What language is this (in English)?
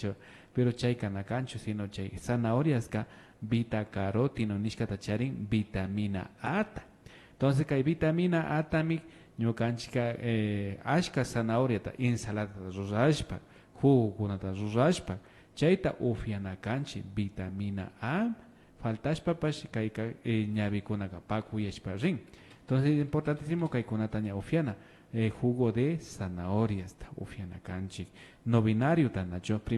Imbabura Highland Quichua